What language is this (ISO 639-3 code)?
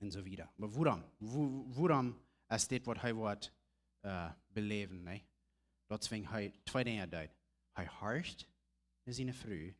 pdt